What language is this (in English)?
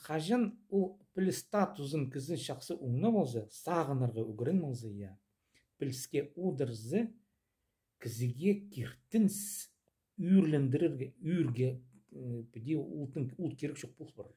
Khakas